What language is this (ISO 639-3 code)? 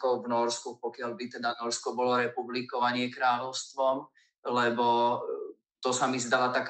slk